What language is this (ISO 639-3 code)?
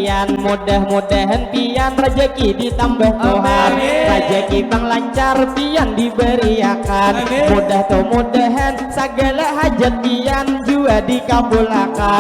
bjn